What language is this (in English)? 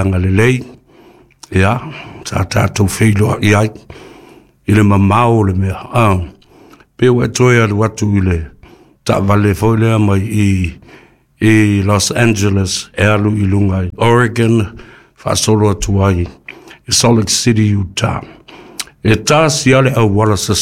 Samoan